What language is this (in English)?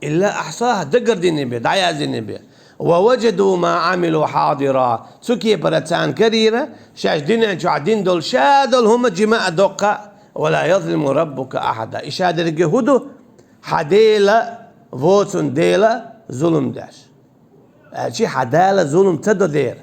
Chechen